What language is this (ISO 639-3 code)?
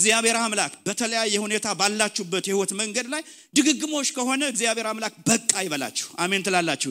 amh